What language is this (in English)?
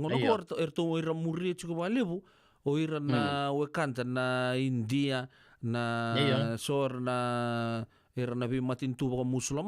Fijian